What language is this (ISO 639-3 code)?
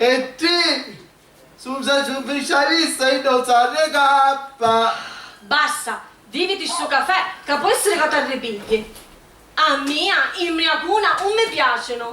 scn